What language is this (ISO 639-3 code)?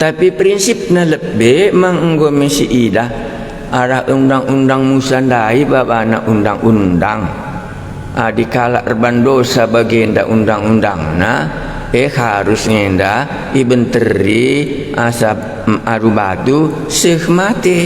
btx